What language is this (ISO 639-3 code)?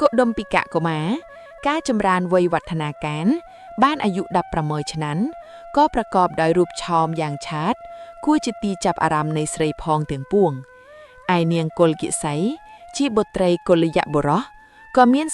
khm